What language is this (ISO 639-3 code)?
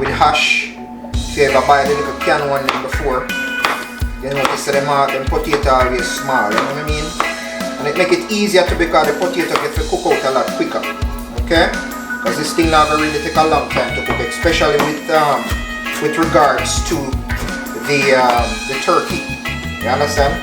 jam